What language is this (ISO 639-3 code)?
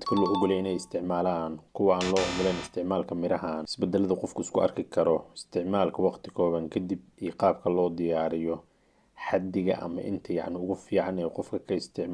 som